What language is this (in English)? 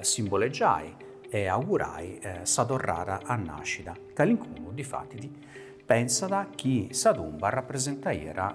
Sardinian